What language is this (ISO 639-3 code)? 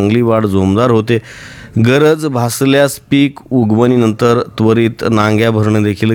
mar